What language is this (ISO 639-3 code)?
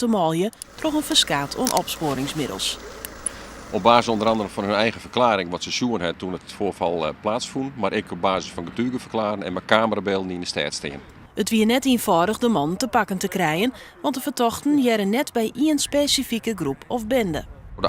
fry